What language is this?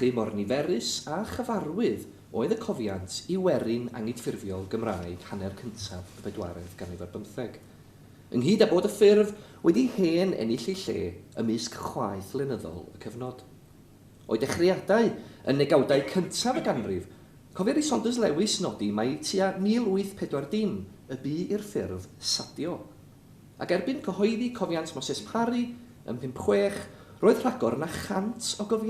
Welsh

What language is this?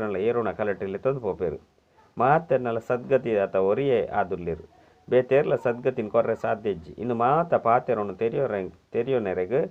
Tulu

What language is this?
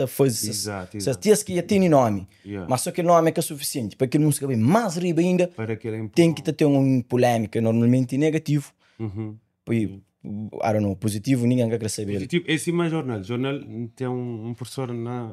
Kabuverdianu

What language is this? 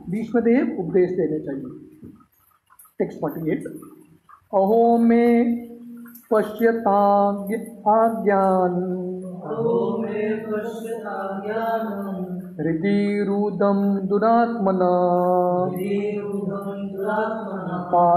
Hindi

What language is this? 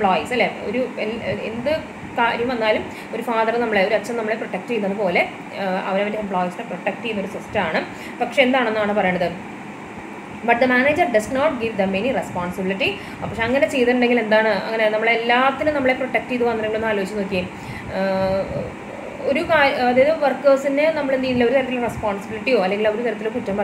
Malayalam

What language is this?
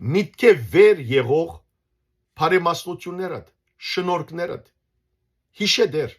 Western Armenian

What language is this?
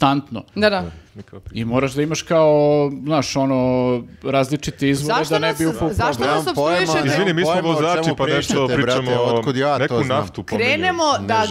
Serbian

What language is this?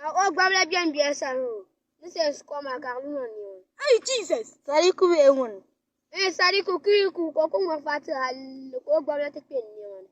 Dagbani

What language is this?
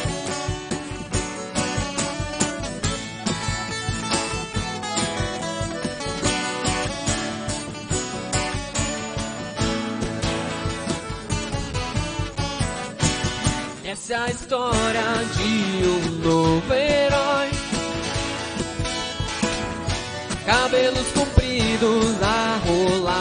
Portuguese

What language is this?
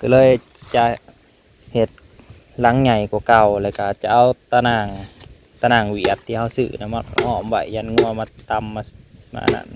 Northeastern Thai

